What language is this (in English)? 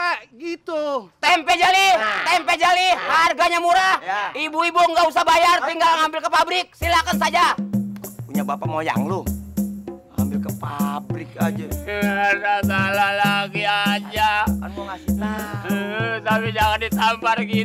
Betawi